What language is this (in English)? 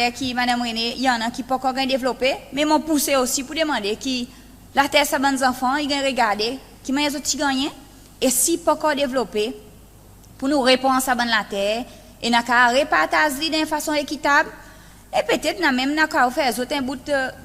Seselwa Creole French